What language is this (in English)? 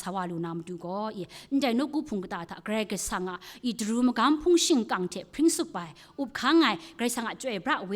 Kachin